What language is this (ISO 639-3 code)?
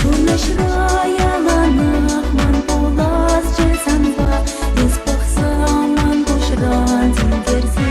chv